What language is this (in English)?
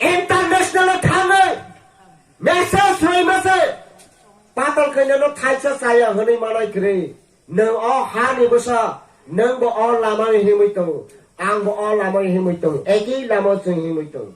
Kok Borok